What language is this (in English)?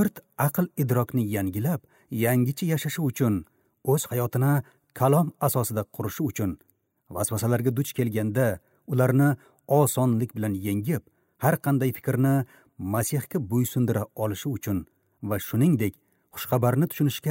Uzbek